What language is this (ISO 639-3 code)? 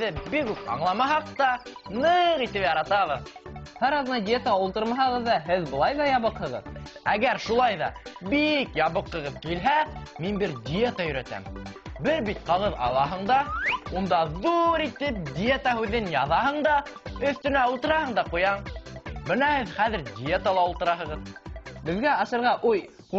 bak